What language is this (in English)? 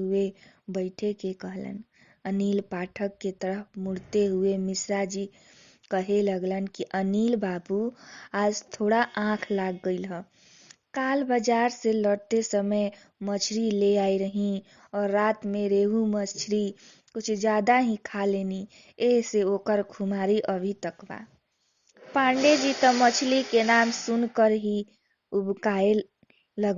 Bhojpuri